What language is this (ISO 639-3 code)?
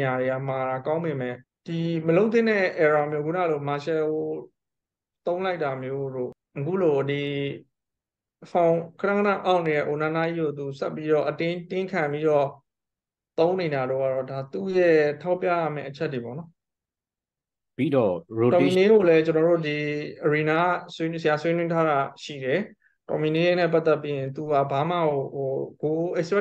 mya